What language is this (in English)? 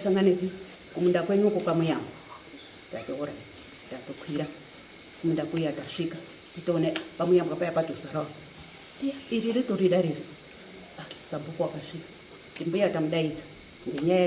Shona